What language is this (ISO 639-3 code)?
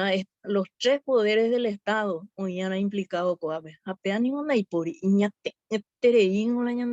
grn